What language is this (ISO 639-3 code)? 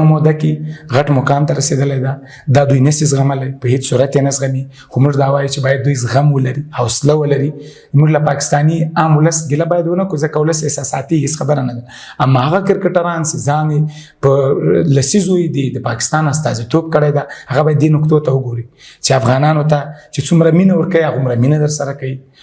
pus